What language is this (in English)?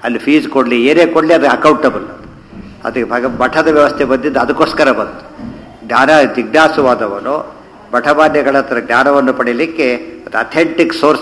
Kannada